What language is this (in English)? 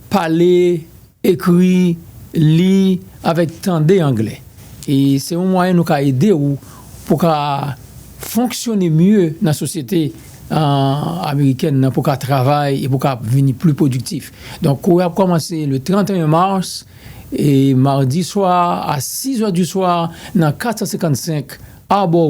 Haitian Creole